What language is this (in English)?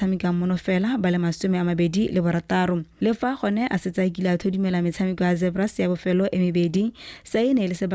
Tswana